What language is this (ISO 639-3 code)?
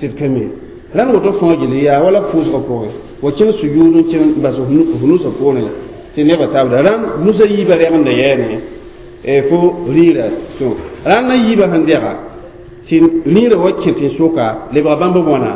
mos